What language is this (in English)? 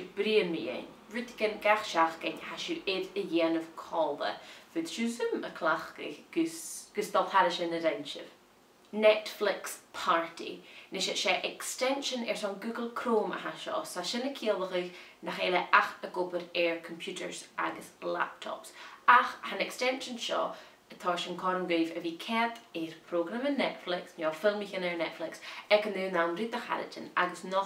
Scottish Gaelic